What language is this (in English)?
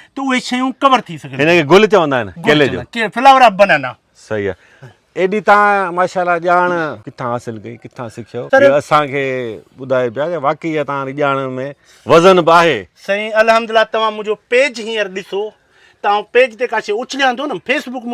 Sindhi